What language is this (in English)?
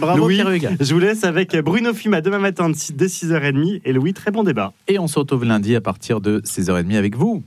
French